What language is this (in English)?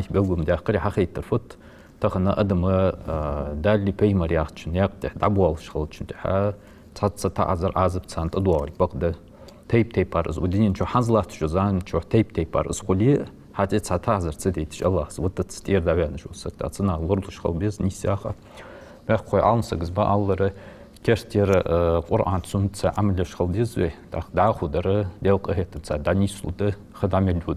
Ingush